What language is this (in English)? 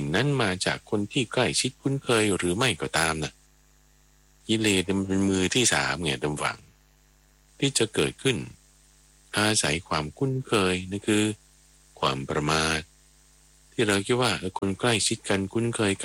Thai